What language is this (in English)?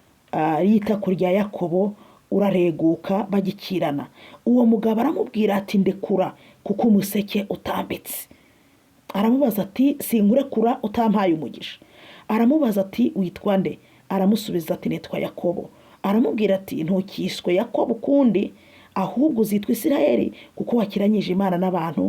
Kinyarwanda